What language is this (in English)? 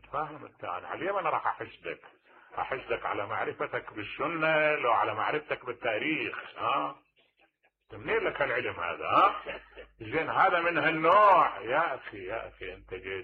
Mesopotamian Arabic